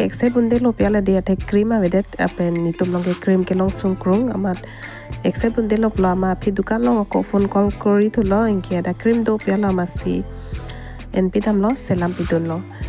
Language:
Karbi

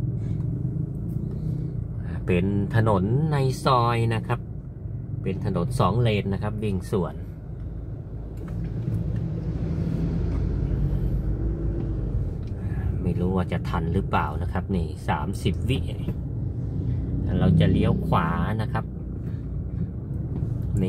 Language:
Thai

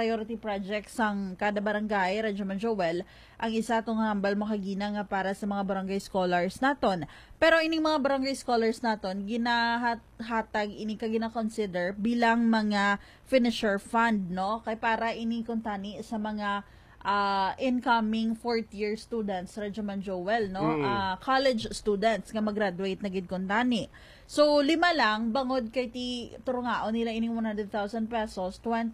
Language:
Hiligaynon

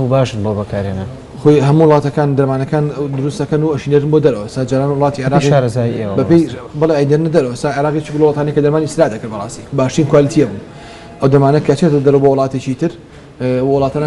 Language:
Central Kurdish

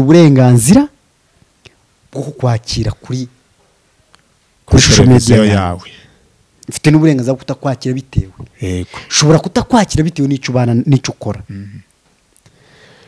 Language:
Kinyarwanda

